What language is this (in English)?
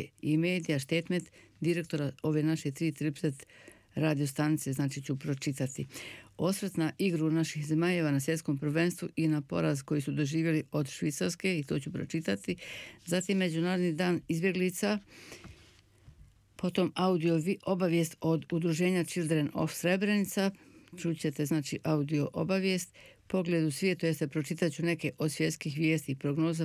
Bosnian